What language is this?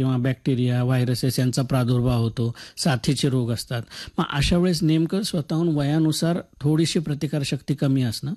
Marathi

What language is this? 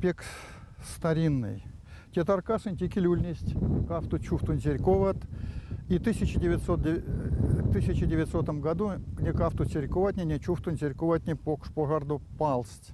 Erzya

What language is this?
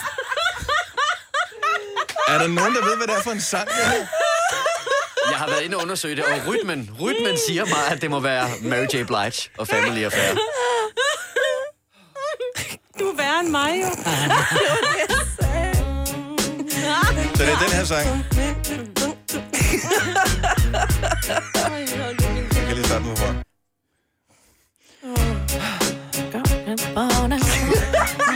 Danish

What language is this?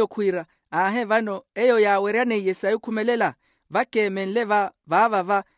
Makhuwa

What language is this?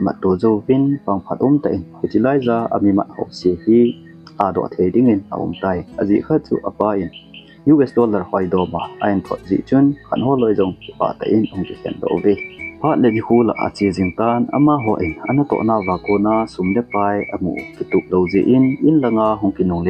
Thado Chin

